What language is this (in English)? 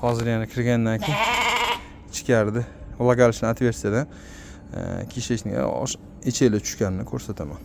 Uzbek